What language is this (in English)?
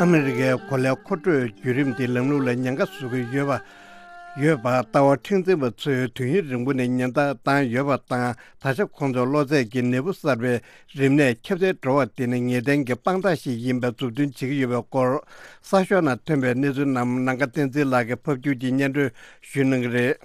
Tibetan